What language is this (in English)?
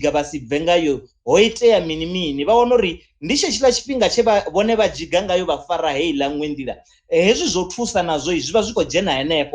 Venda